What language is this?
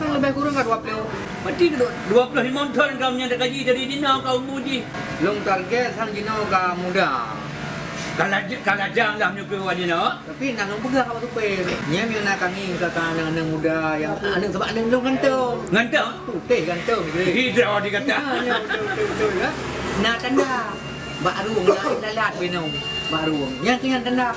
Achinese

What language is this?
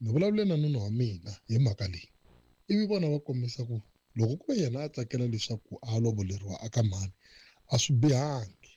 Tsonga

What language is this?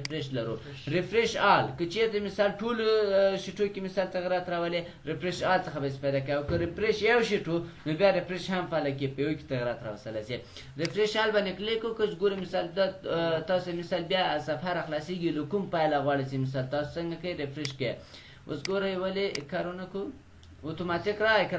Pashto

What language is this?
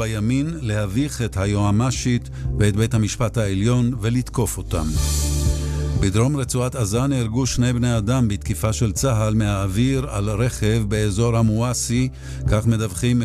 Hebrew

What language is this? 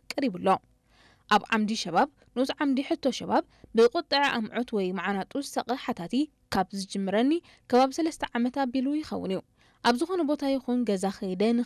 Tigrinya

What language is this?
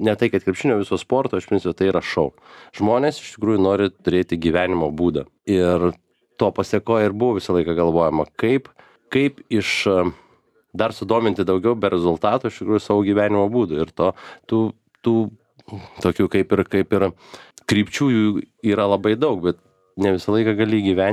Lithuanian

